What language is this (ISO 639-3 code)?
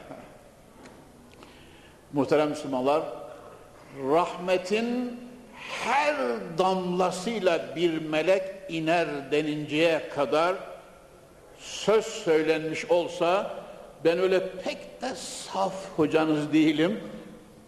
tur